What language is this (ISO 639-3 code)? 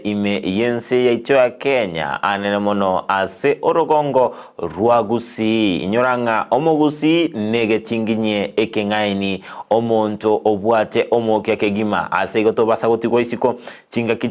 guz